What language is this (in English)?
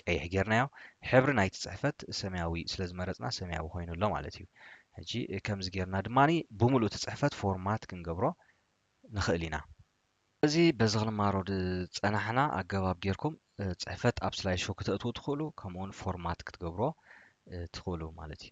Tigrinya